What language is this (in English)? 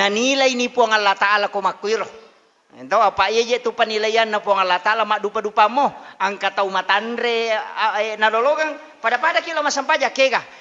Buginese